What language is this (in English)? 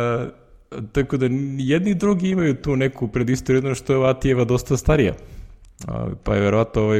Serbian